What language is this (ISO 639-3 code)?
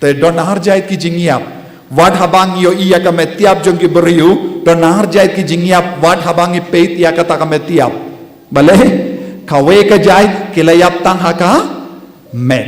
kha